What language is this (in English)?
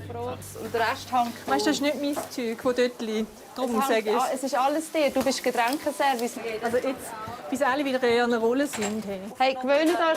Swiss German